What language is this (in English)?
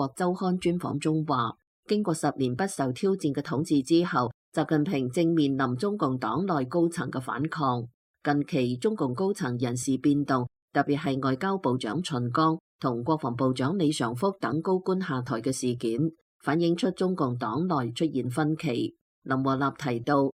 Cantonese